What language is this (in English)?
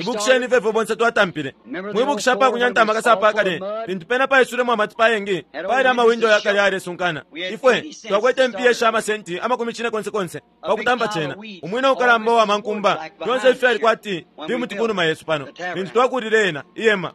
Bemba